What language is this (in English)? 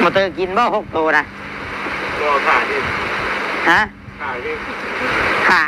Northeastern Thai